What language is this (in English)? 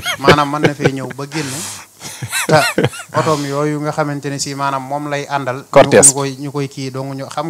Wolof